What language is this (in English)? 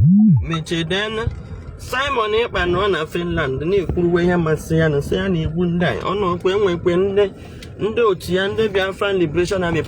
Igbo